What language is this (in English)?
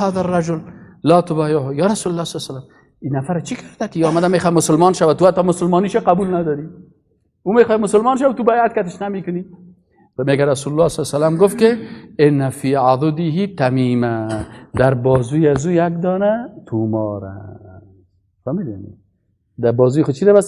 Persian